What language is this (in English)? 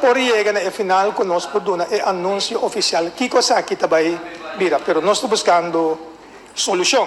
Papiamento